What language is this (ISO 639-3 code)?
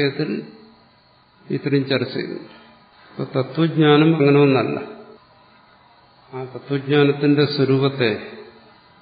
mal